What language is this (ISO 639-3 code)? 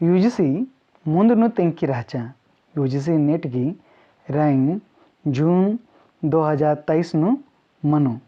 kru